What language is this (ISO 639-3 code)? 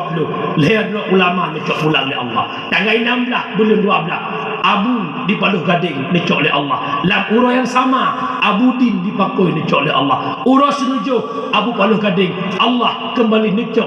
ace